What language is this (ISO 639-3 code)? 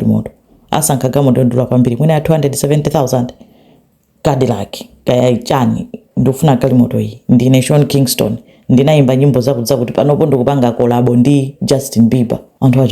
nya